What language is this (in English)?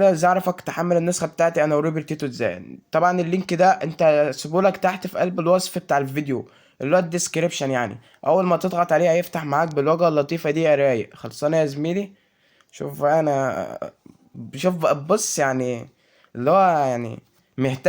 Egyptian Arabic